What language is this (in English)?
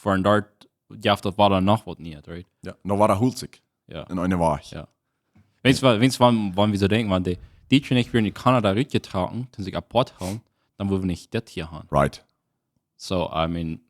Plautdietsch